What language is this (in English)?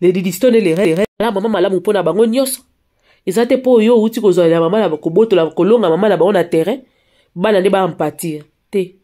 Lingala